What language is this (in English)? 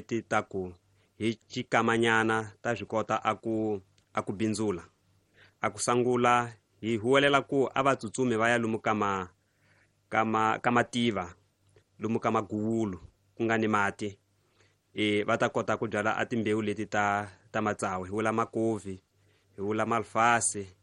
Tsonga